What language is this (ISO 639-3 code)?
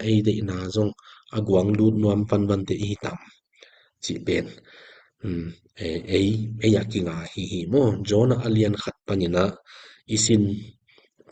ctd